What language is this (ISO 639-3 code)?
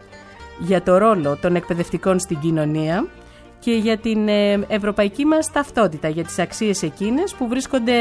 ell